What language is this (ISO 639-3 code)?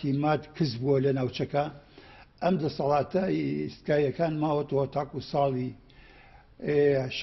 ckb